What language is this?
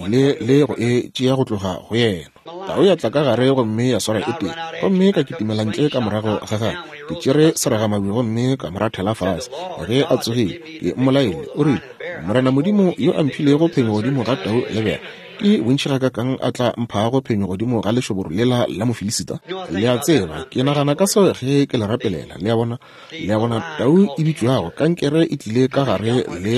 Northern Sotho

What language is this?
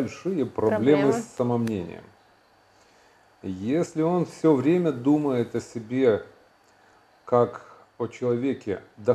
Russian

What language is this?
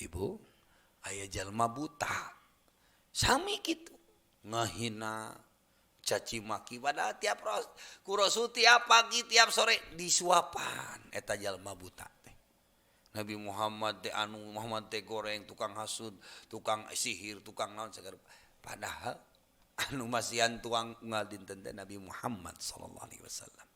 Sundanese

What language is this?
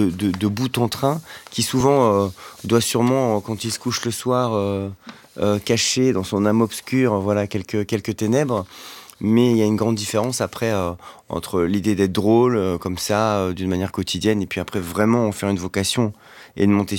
French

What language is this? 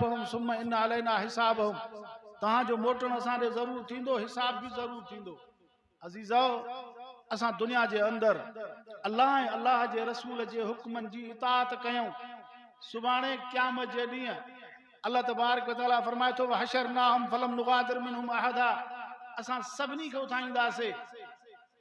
Sindhi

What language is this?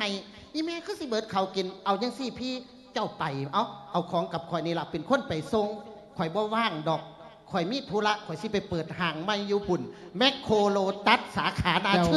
Lao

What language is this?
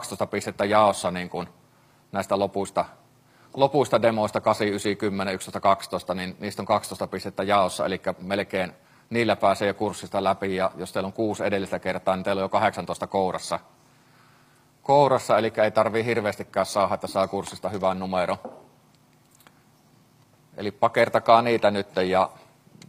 Finnish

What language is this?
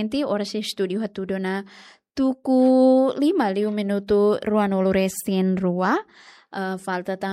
Tetum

